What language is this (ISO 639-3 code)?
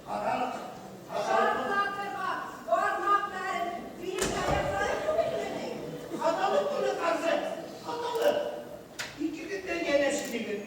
bak